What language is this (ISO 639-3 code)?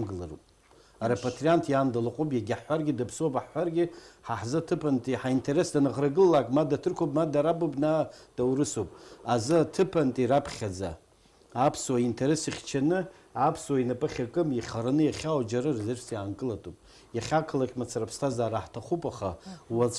abk